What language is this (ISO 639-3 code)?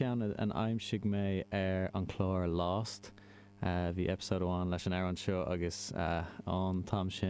gle